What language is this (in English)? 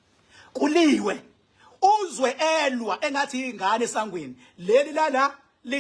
Zulu